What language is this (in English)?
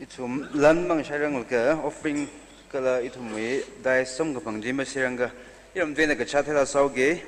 Tangkhul Naga (India)